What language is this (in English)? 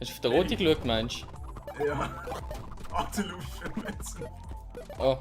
Swiss German